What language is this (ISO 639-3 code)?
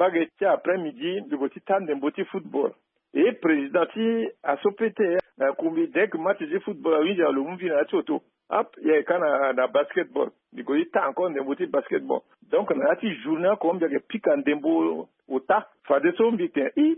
sag